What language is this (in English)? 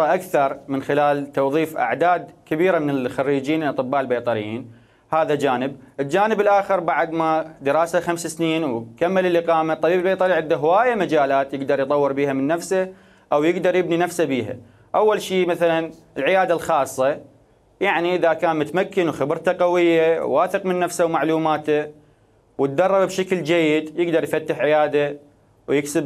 Mesopotamian Arabic